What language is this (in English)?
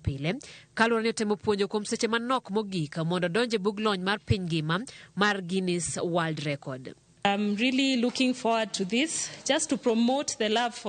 Luo (Kenya and Tanzania)